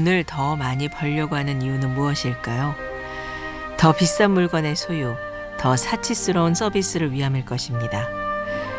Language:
Korean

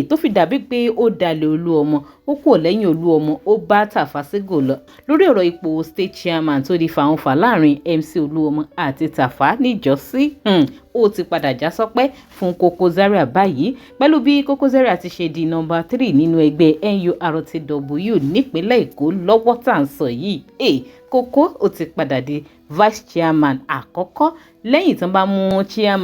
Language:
Yoruba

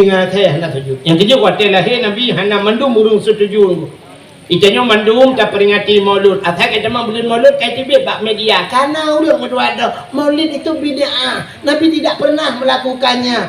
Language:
Achinese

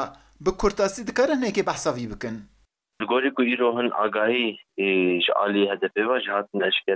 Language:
Kurdish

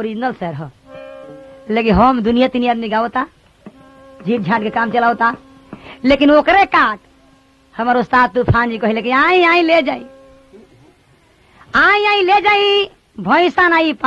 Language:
Bhojpuri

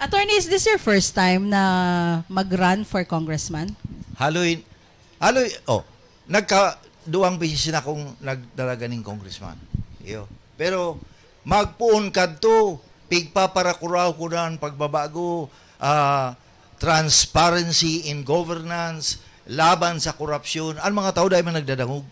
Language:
Bikol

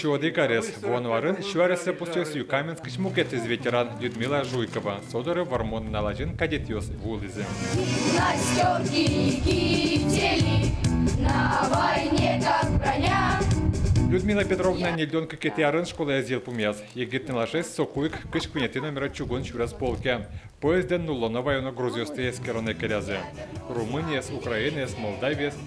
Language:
Udmurt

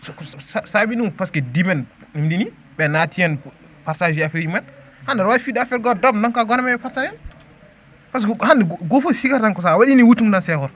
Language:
Fula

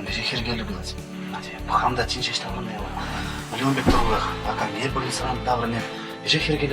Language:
Chuvash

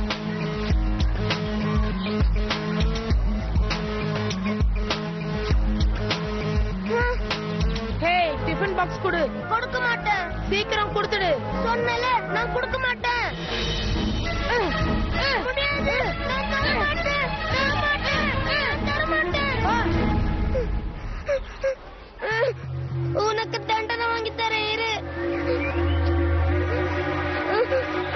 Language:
Tamil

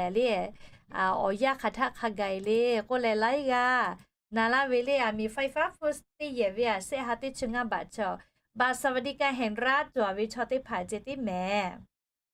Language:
Lahu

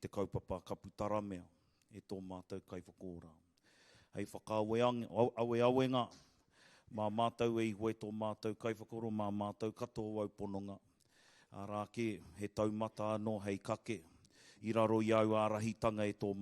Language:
Māori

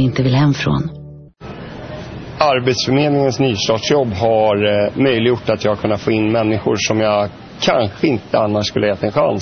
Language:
Swedish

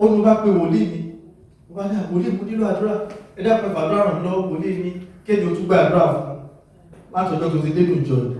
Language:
Yoruba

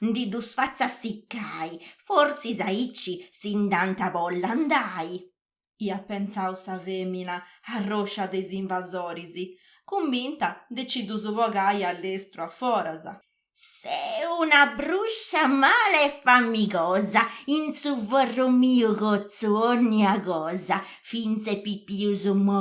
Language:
Sardinian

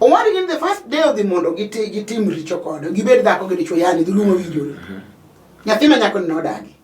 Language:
Luo (Kenya and Tanzania)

